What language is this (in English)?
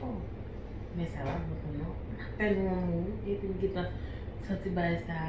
Haitian Creole